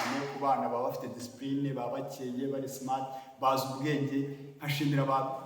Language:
Kinyarwanda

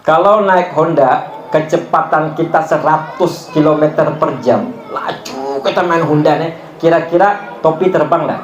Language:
Banjar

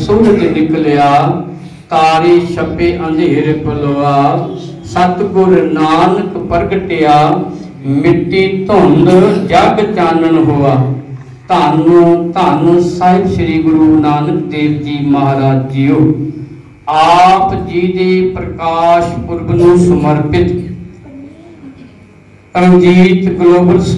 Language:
Punjabi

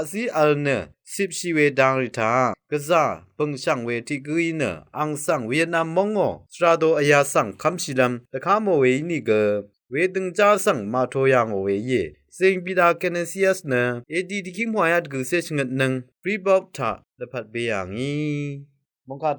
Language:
Rawang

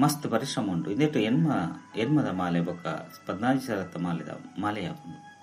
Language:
Tulu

